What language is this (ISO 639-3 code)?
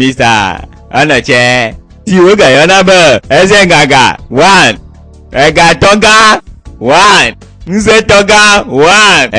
gej